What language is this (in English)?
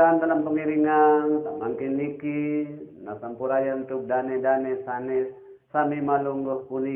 Sasak